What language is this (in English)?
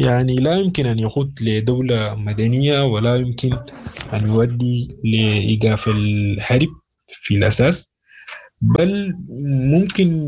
Sudanese Arabic